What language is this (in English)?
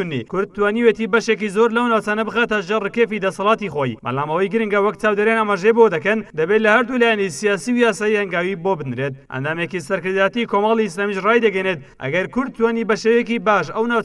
Central Kurdish